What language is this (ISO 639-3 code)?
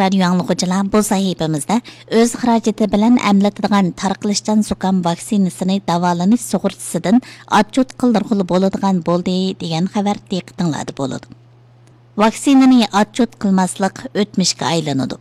uig